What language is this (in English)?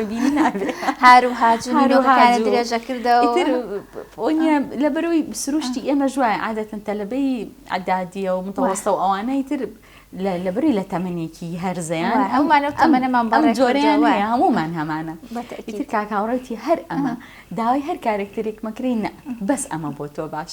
Central Kurdish